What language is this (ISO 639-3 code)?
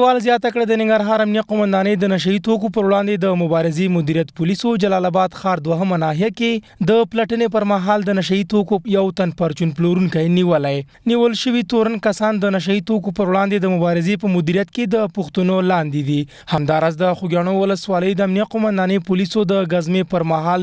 pus